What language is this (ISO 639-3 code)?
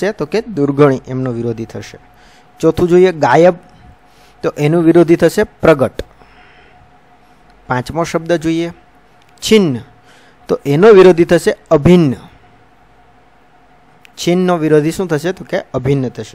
guj